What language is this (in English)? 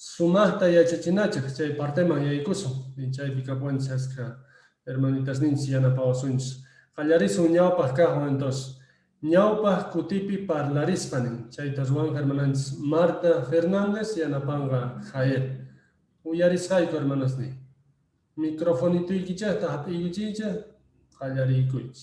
Quechua